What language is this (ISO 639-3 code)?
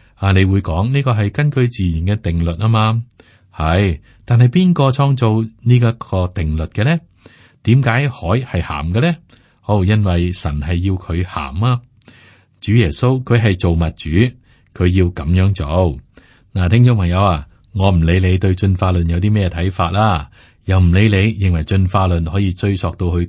yue